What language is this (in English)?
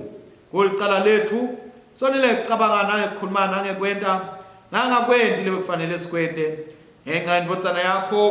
Swati